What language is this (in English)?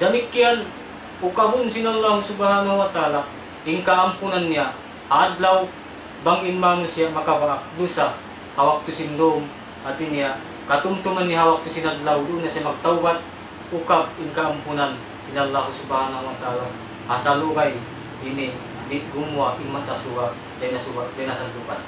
Tausug